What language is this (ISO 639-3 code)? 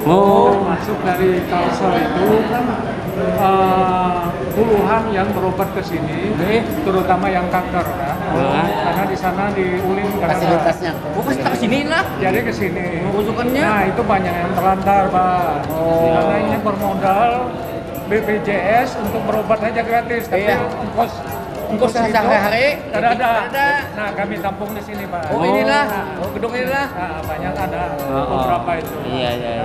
bjn